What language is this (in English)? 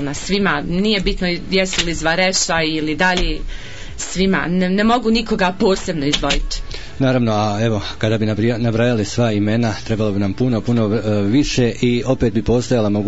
Serbian